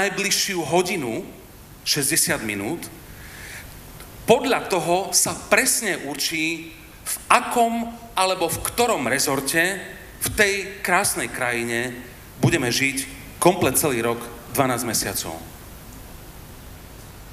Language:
Slovak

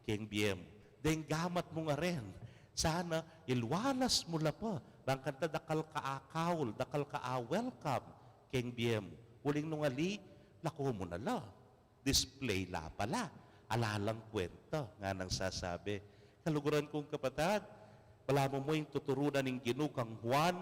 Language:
Pampanga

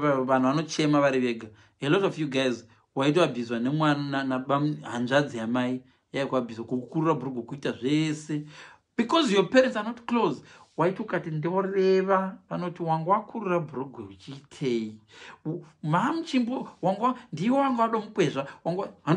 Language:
Shona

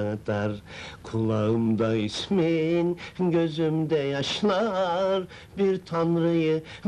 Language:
Turkish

